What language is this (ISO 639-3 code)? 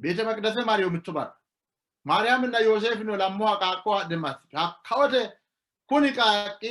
sid